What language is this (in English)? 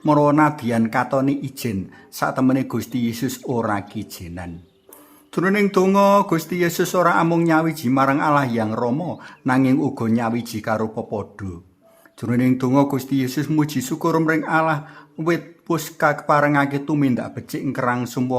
Javanese